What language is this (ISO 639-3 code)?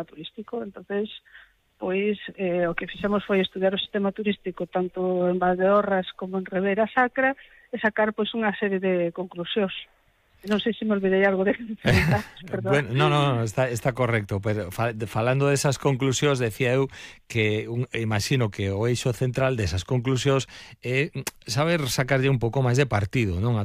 glg